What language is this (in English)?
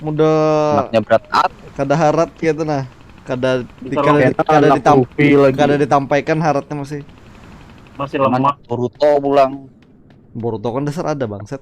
Banjar